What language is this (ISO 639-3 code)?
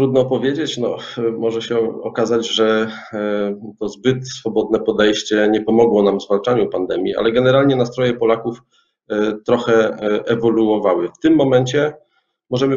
pol